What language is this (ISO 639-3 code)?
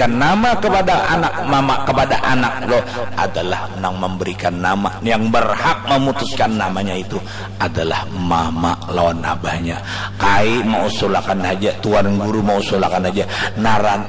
bjn